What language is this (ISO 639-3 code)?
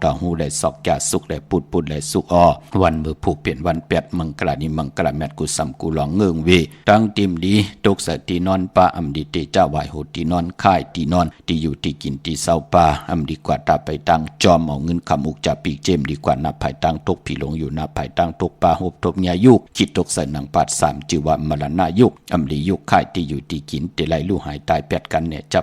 shn